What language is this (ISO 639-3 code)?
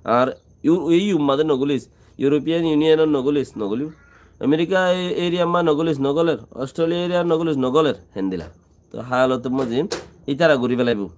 rhg